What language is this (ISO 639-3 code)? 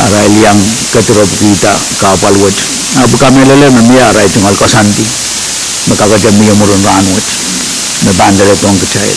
pon